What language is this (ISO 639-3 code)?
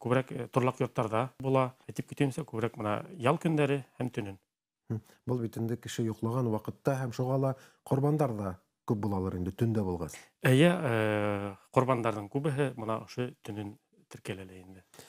bak